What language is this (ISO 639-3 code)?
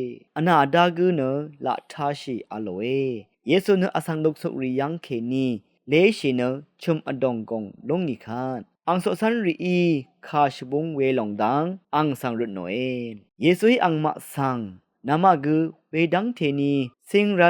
raw